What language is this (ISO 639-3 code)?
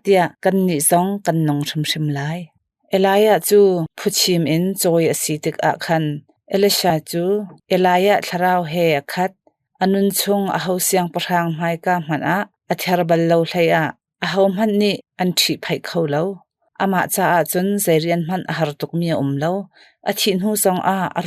cnh